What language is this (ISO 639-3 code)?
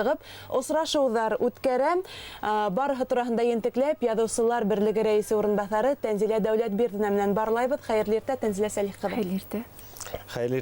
bak